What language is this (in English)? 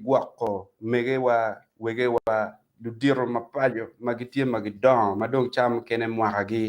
Acoli